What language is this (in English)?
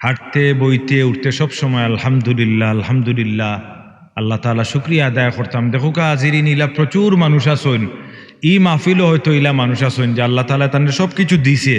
Sylheti